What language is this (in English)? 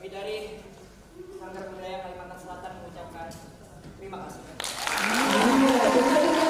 Banjar